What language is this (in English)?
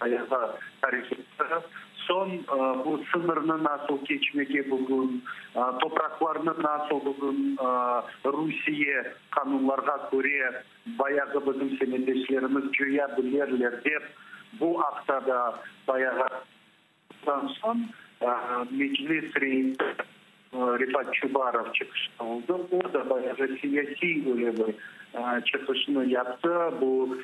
Crimean Tatar